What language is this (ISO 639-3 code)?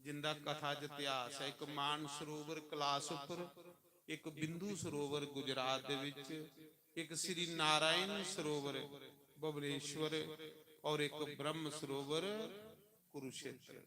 doi